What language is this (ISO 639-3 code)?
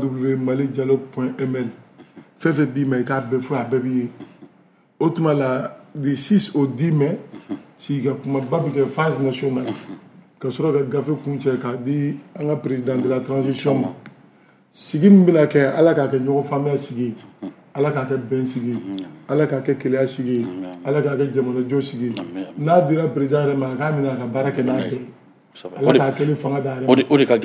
bam